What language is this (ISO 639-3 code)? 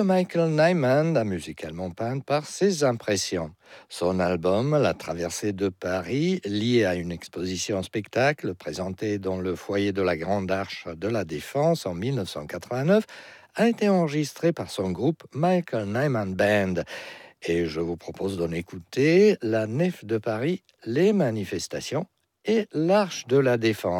fra